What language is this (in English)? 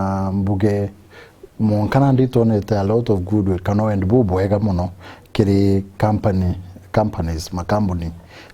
Meru